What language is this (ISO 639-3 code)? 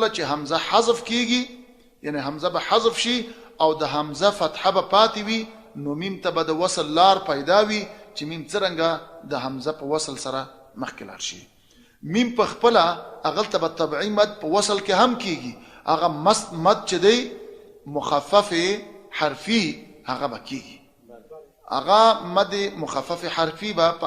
pus